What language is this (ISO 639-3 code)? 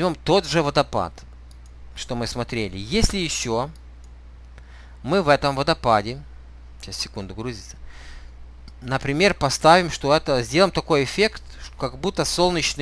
rus